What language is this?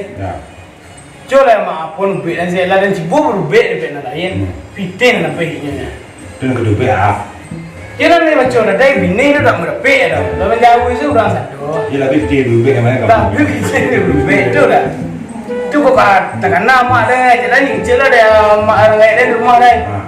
Minangkabau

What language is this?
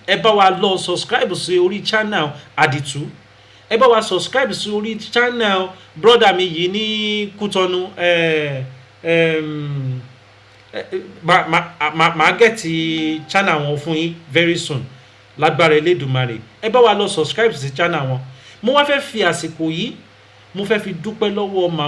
Yoruba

